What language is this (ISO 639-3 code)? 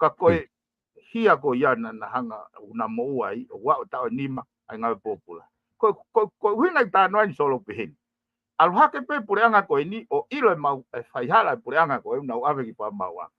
ton